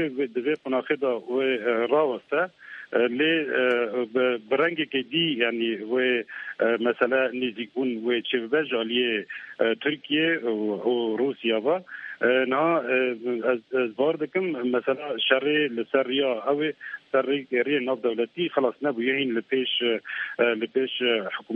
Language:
Kurdish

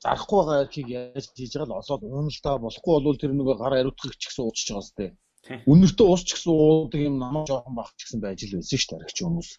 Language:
Mongolian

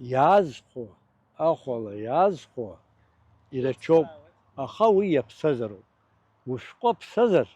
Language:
Abkhazian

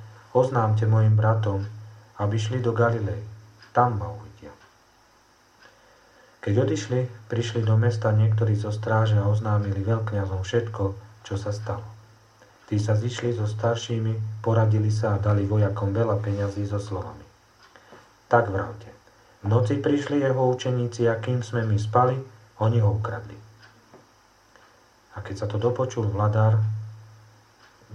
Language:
Slovak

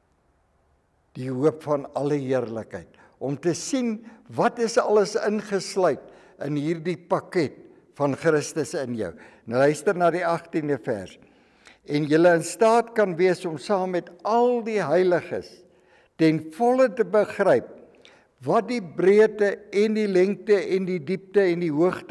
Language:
Afrikaans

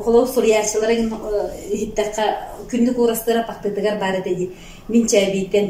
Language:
Yakut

